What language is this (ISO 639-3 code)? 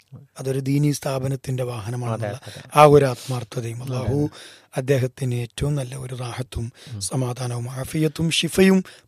mal